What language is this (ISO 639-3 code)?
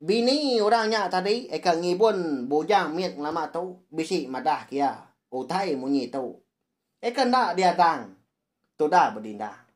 iba